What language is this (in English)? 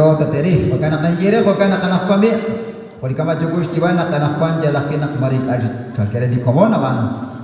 Kekchí